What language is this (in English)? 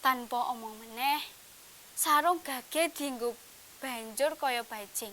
Javanese